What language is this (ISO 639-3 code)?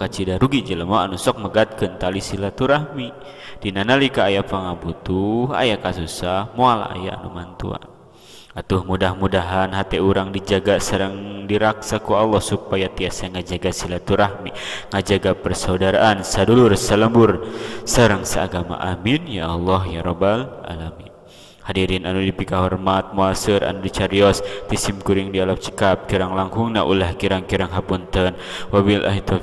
sun